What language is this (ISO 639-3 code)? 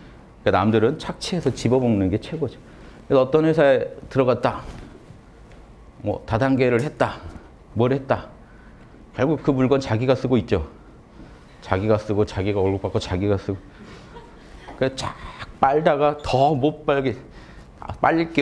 kor